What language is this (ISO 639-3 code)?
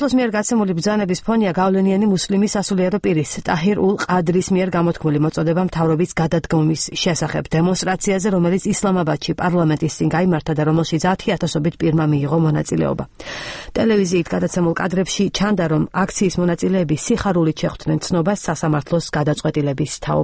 kat